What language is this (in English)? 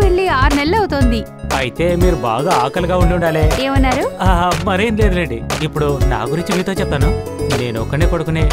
Telugu